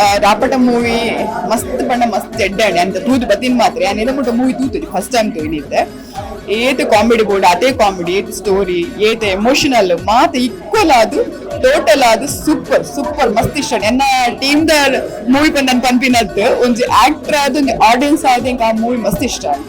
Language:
Tulu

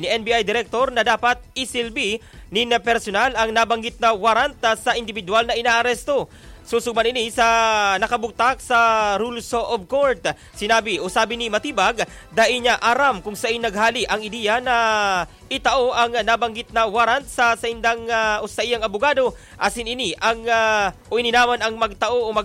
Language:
Bikol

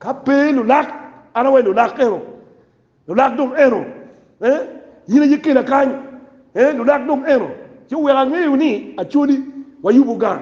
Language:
Acoli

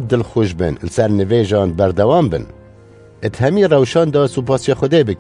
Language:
Kurdish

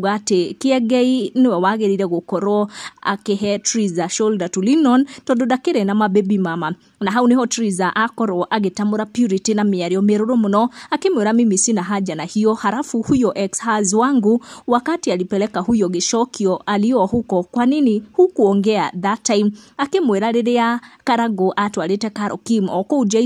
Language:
Kikuyu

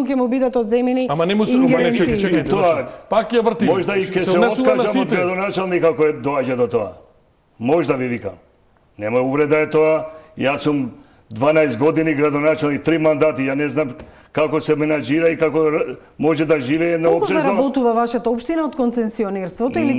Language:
Macedonian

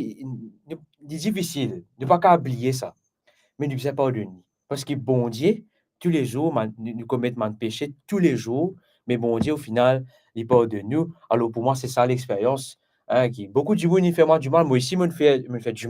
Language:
Morisyen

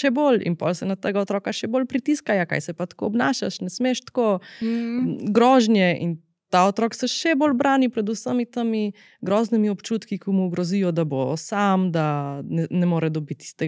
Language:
Slovenian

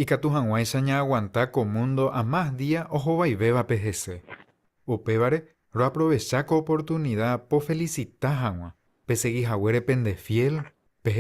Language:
Guarani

